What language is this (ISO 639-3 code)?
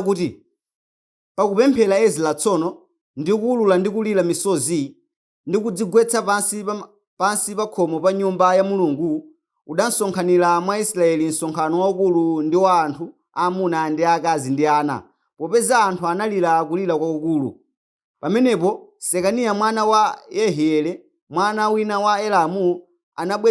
nya